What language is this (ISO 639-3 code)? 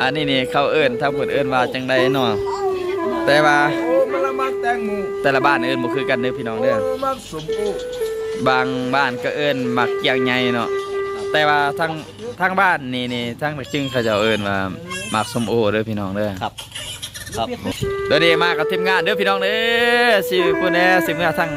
lao